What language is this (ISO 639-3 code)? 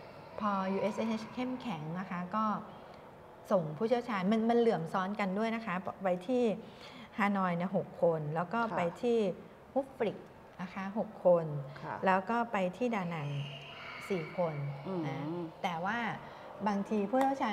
tha